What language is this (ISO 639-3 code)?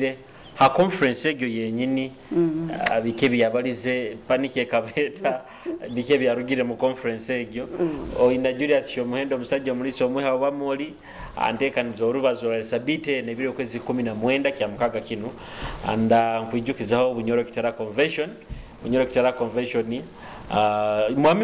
nyo